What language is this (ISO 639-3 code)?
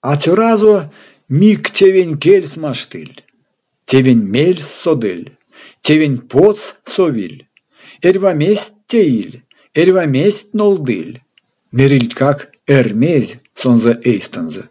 myv